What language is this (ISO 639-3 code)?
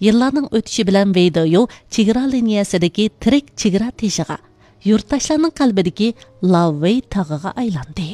uig